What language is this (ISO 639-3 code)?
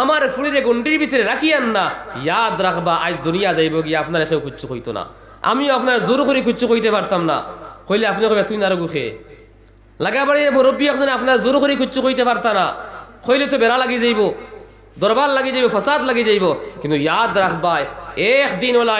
syl